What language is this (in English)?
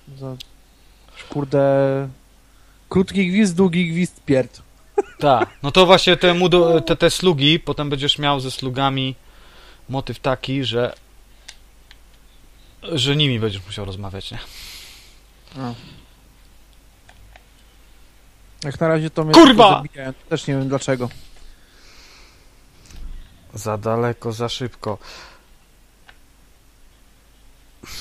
Polish